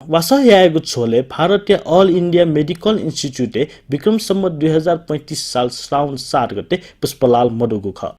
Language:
Newari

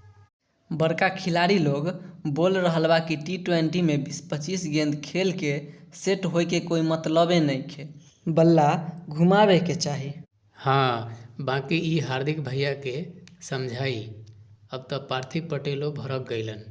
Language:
Bhojpuri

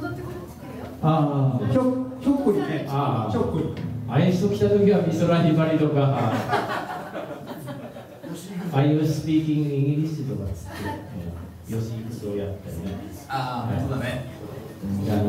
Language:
Japanese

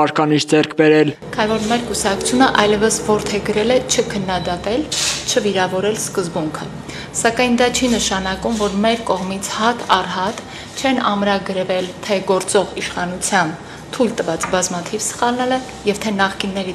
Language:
Armenian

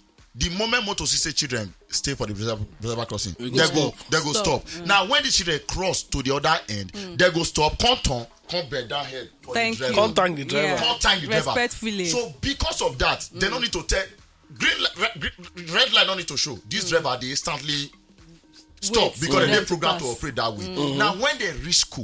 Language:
Nigerian Pidgin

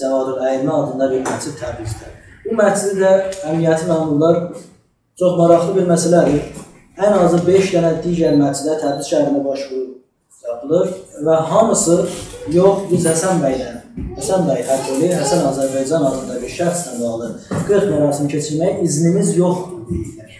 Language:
South Azerbaijani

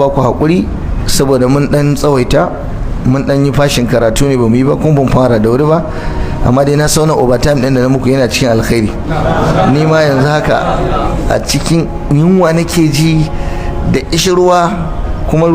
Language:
Hausa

